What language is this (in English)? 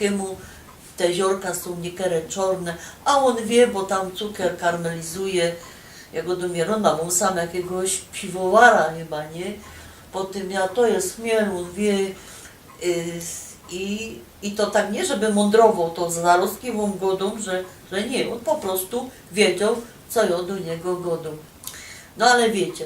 Silesian